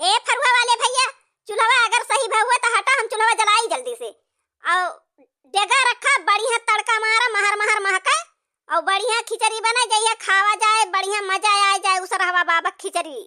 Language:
Awadhi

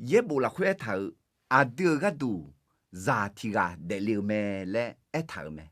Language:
Akha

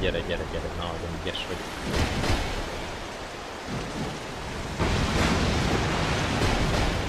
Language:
Hungarian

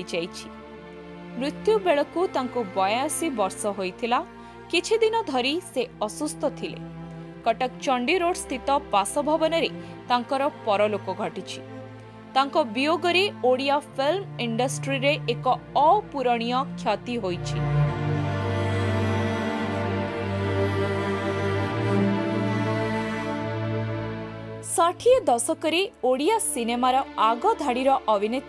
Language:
Odia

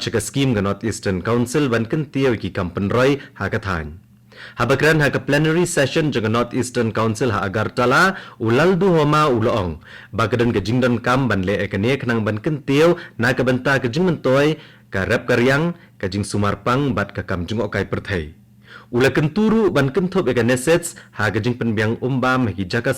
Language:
Khasi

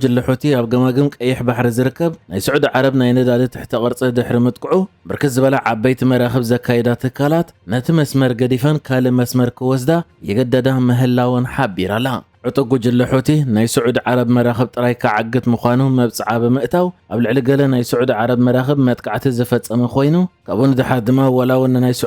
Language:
Tigrinya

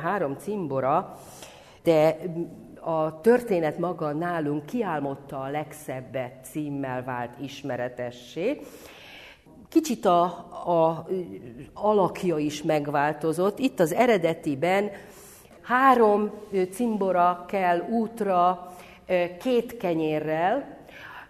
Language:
Hungarian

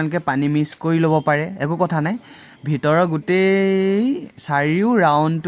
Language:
Assamese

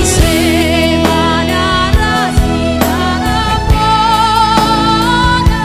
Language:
Batak Simalungun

